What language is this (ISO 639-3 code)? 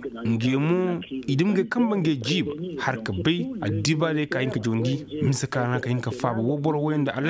ses